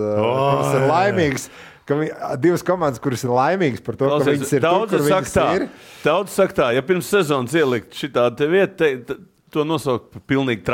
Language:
Latvian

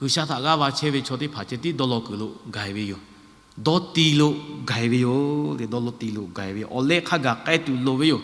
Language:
Lahu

